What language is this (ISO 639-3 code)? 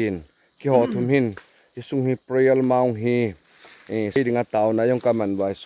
tcz